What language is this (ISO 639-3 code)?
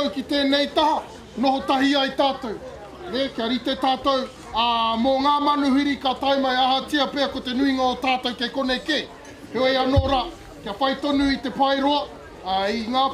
mri